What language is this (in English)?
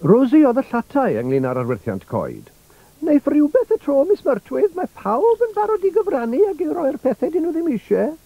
Welsh